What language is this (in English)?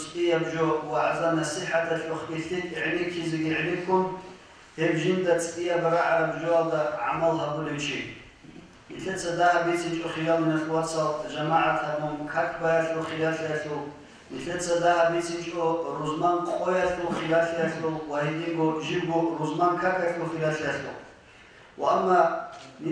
Avaric